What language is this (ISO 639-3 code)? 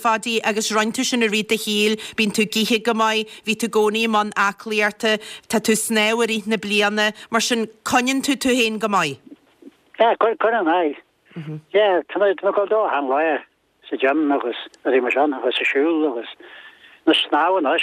gle